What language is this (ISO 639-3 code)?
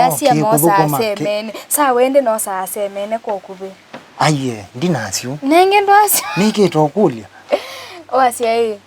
kam